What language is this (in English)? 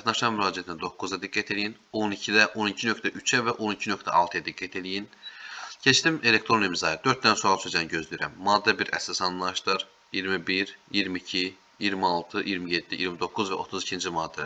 Azerbaijani